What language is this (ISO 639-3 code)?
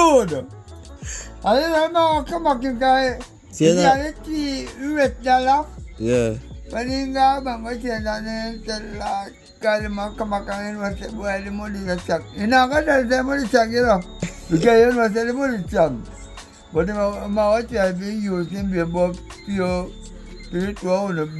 jam